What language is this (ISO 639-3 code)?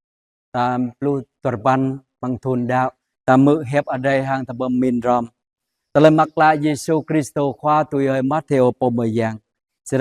jra